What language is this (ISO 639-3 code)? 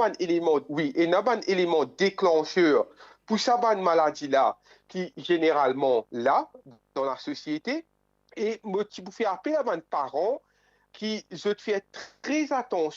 mfe